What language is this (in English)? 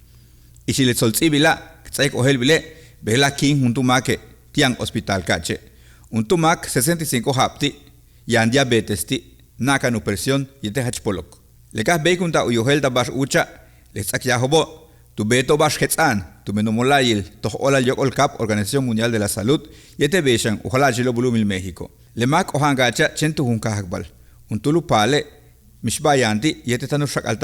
Yucateco